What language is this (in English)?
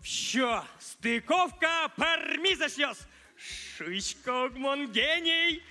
Udmurt